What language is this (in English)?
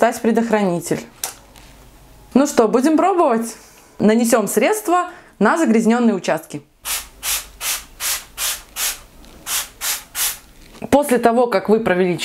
Russian